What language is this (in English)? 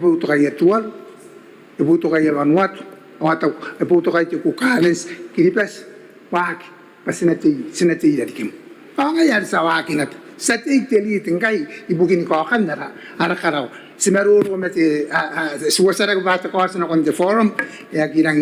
Gilbertese